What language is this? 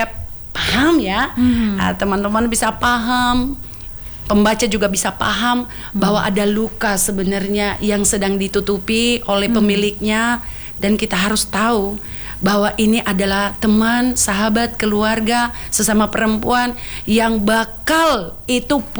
Indonesian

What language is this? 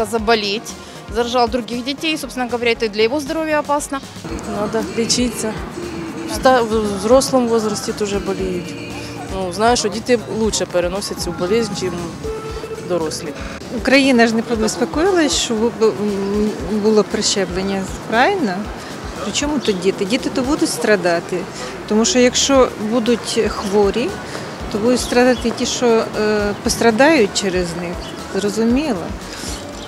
Ukrainian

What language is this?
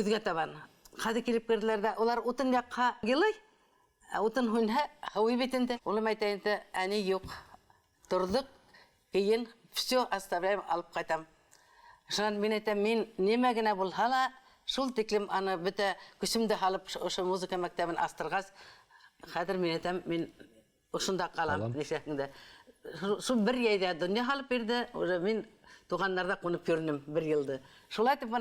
Bashkir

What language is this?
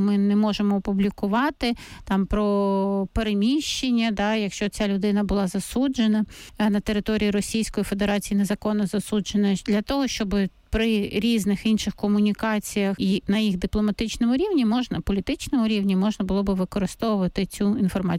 Ukrainian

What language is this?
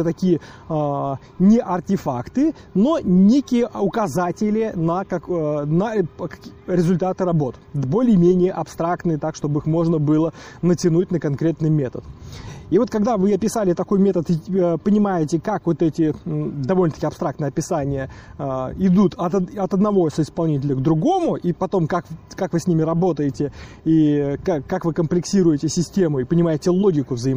Russian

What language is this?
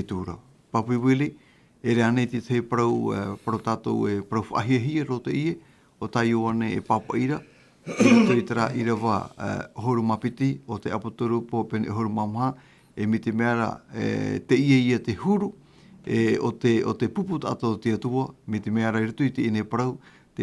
Tahitian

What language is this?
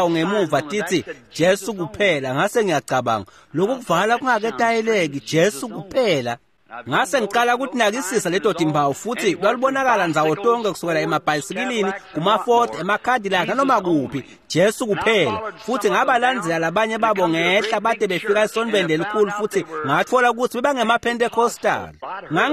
Swati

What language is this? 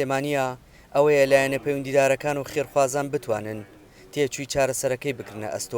Central Kurdish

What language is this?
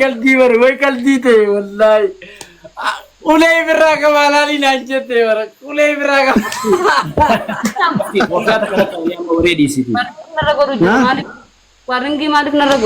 Oromo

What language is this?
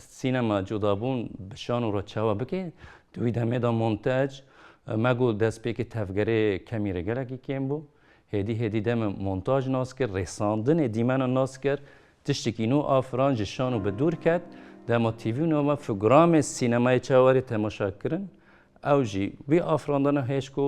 Kurdish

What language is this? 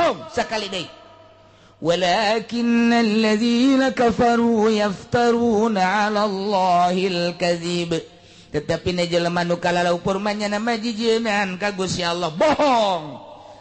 Sundanese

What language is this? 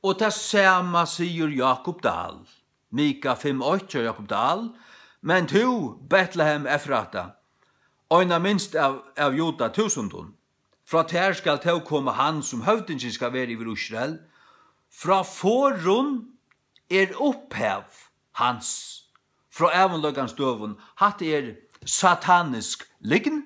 Faroese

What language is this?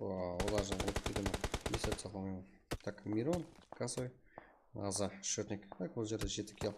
Kara-Kalpak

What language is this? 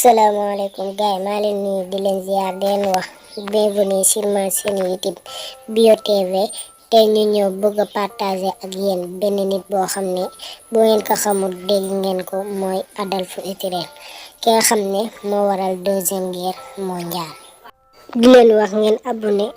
Wolof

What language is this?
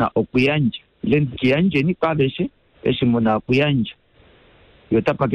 Kuanyama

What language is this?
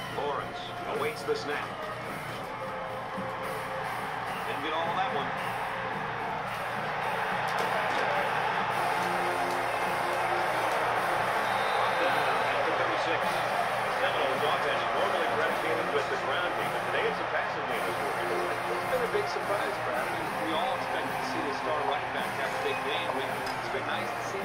English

